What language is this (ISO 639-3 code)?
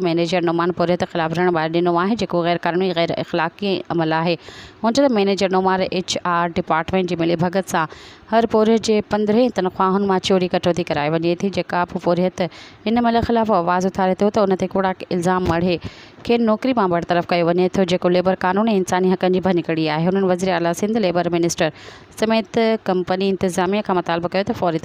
snd